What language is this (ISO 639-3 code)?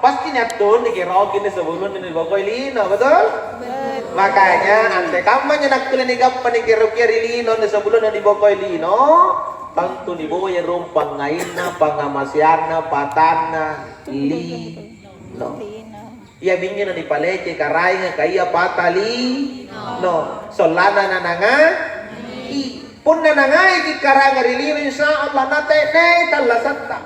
mak